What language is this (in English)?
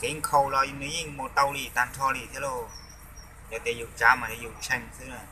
Hmong